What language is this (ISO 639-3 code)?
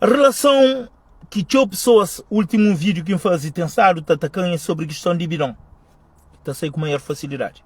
kea